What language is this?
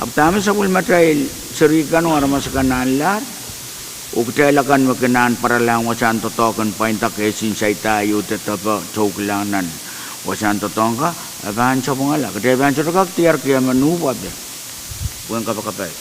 Pohnpeian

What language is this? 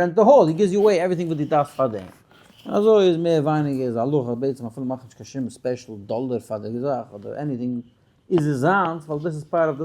Yiddish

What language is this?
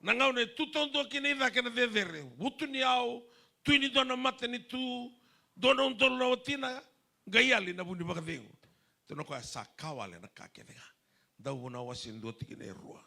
Fijian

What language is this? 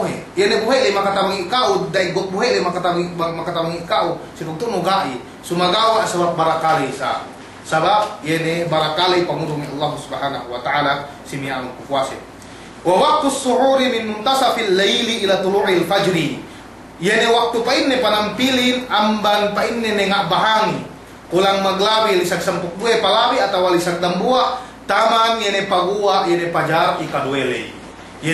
Yakan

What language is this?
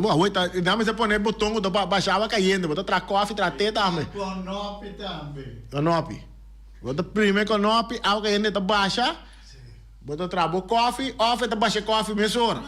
Papiamento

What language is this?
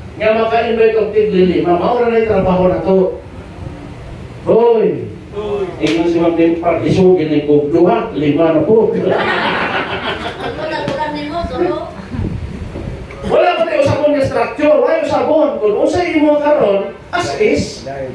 Cebuano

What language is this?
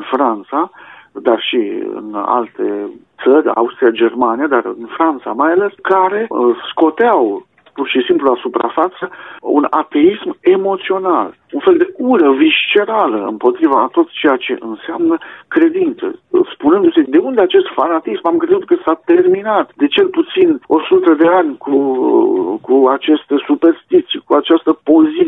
Romanian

